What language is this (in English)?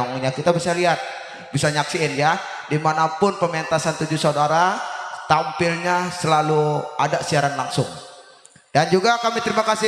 Betawi